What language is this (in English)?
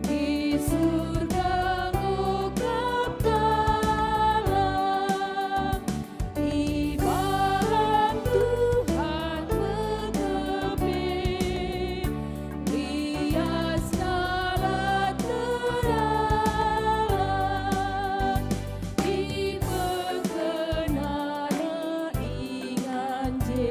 Batak Karo